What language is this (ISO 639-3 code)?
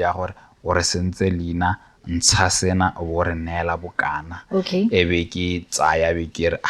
tsn